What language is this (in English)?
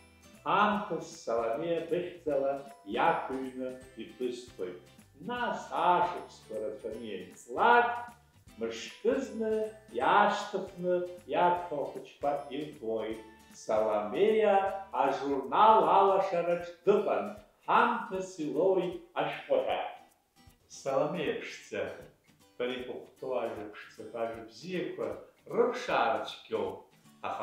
Abkhazian